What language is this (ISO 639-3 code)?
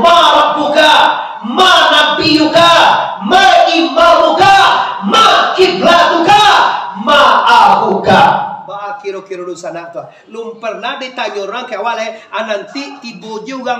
min